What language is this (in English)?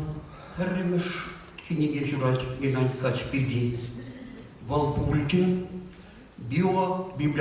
Chuvash